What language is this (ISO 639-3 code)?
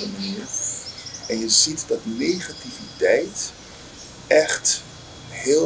nld